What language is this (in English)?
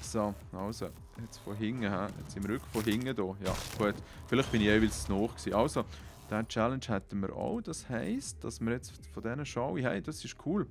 Swiss German